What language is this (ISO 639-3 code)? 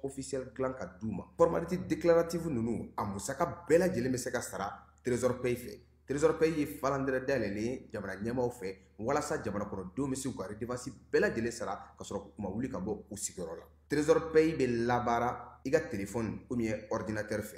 bam